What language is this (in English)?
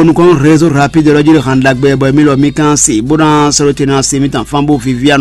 Fon